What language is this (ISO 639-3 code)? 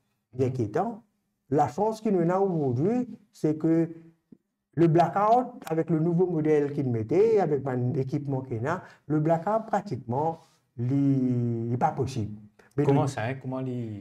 mfe